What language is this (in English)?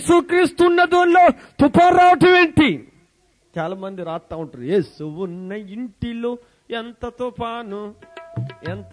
Telugu